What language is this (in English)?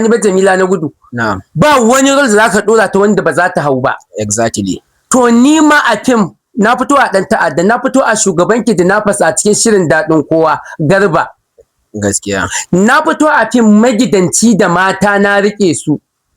Hausa